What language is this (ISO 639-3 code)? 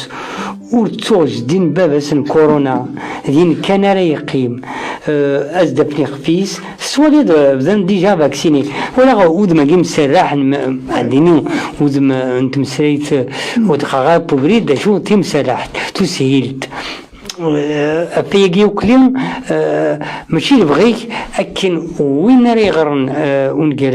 kab